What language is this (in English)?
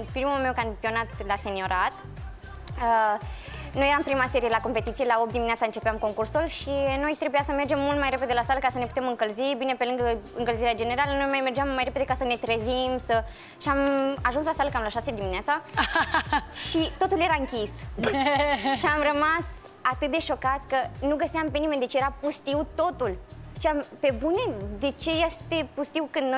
Romanian